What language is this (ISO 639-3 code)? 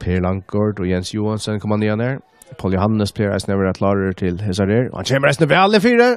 fao